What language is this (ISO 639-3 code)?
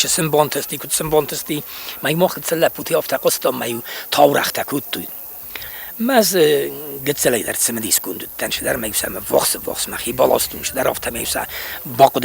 oss